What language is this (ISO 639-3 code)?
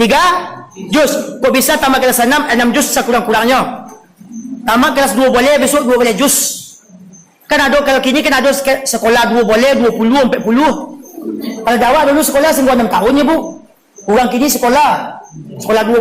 min